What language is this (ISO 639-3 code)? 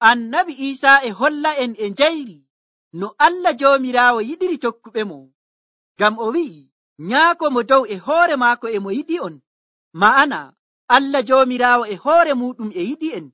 fuv